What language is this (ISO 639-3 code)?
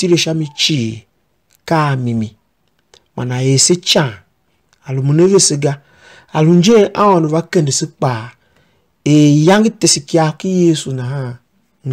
tiv